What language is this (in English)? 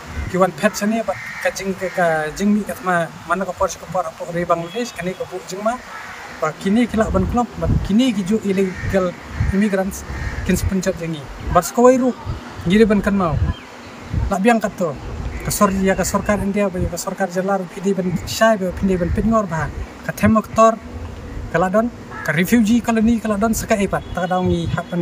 Khasi